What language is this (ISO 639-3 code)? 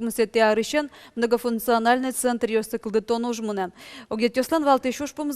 udm